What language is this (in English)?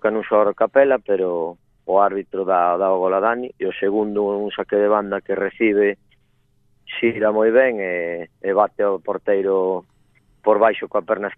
Galician